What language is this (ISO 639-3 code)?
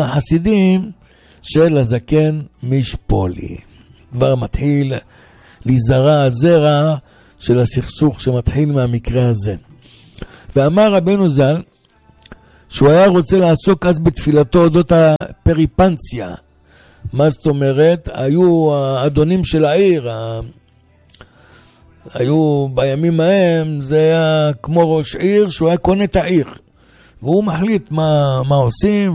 heb